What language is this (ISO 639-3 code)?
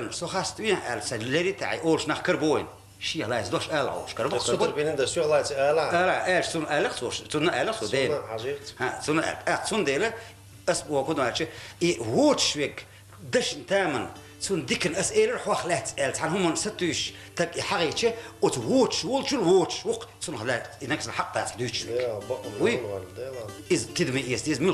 che